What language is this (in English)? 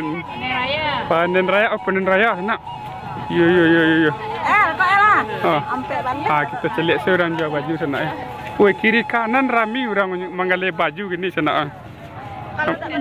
Minangkabau